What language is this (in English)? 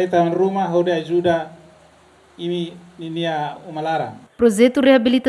Tetum